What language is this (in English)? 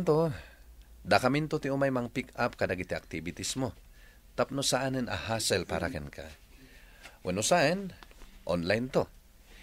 Iloko